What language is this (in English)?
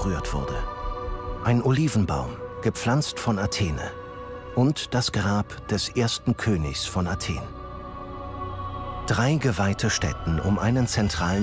German